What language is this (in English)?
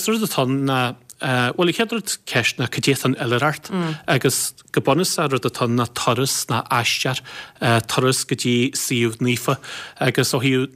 Irish